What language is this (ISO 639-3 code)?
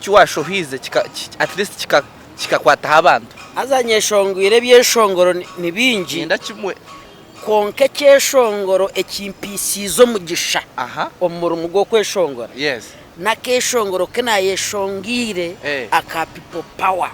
nyn